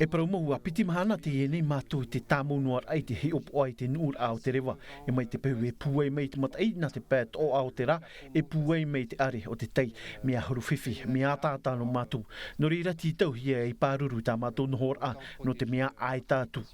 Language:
Tahitian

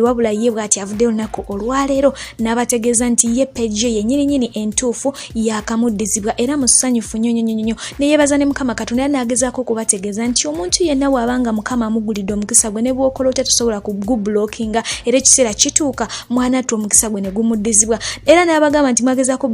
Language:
Ganda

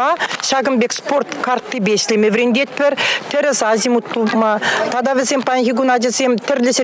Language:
Chuvash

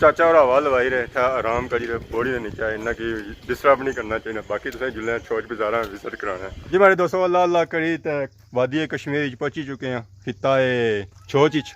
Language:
Pahari-Potwari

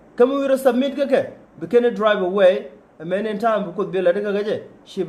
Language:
Nuer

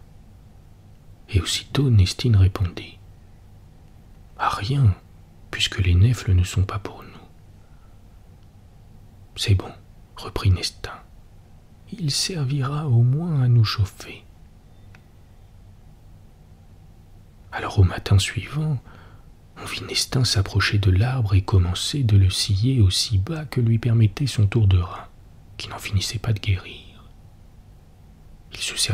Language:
French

